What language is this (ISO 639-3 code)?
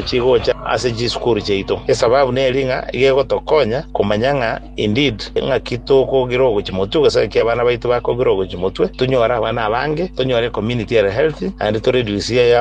guz